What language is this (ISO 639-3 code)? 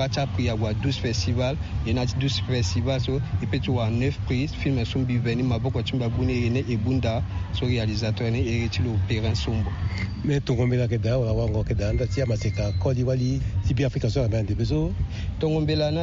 sag